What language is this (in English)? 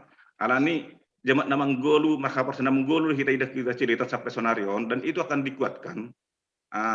Batak Simalungun